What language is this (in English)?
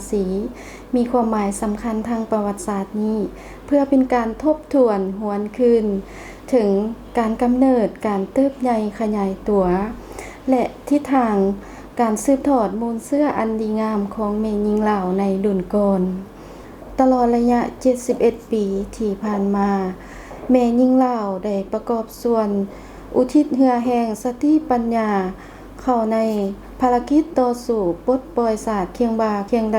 Lao